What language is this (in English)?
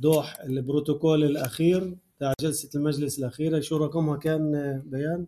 North Levantine Arabic